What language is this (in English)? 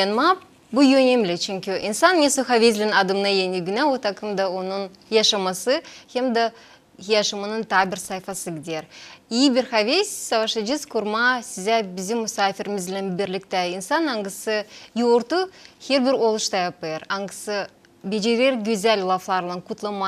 Gagauz